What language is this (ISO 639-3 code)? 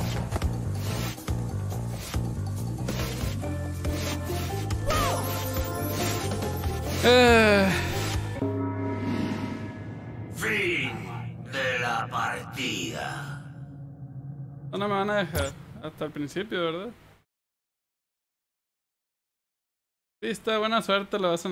spa